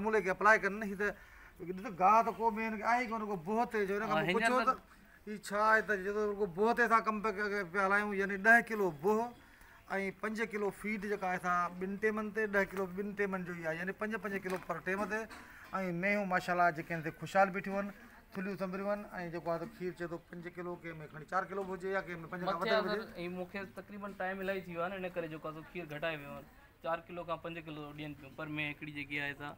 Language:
Sindhi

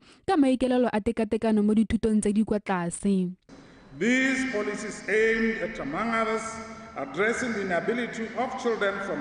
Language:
Tswana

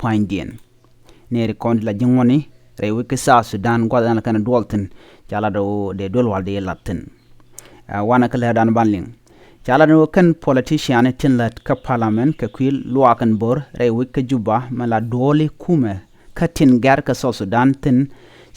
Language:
Nuer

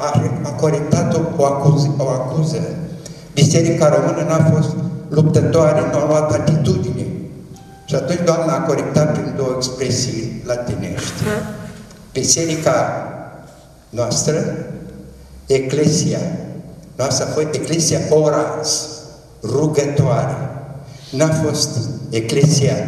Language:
Romanian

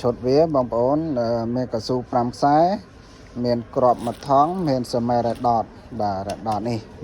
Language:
Khmer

